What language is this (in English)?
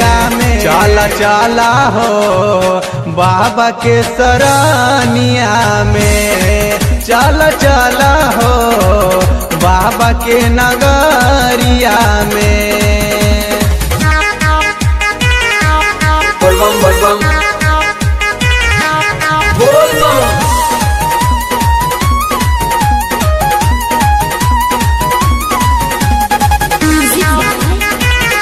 Bhojpuri